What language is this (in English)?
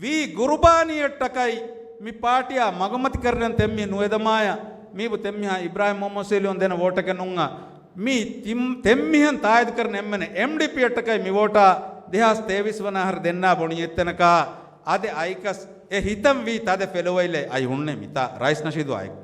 Divehi